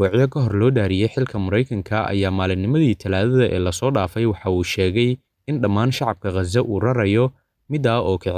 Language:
Somali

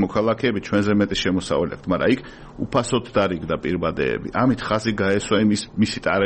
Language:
Georgian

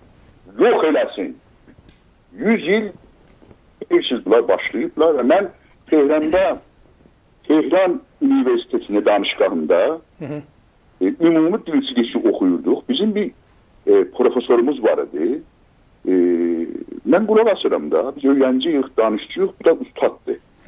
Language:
South Azerbaijani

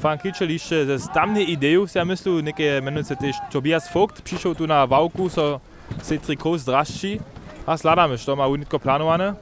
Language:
Upper Sorbian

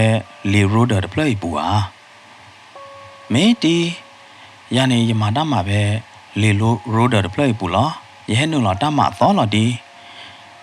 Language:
S'gaw Karen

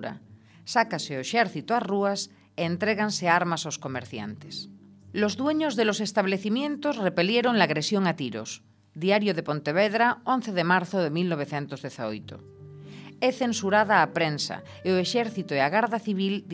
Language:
Galician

